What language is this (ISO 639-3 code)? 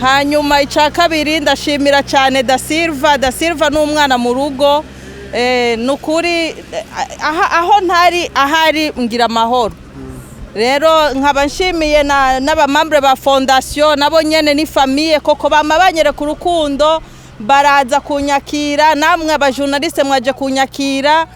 run